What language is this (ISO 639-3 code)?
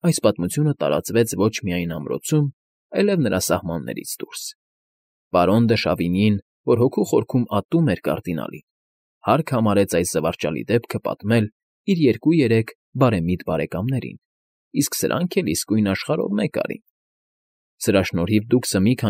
hye